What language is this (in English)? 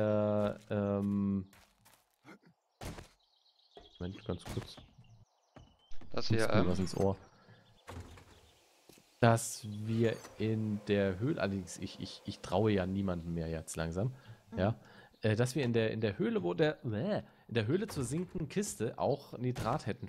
German